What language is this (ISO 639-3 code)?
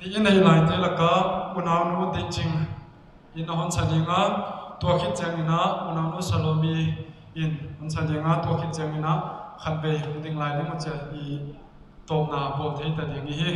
pck